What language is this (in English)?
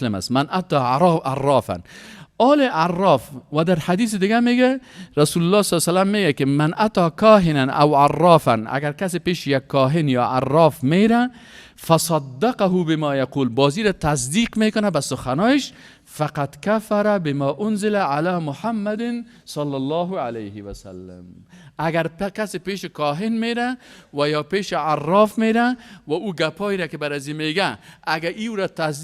Persian